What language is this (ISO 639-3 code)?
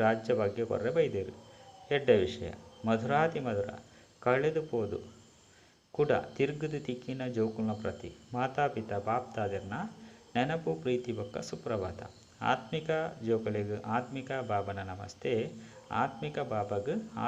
tcy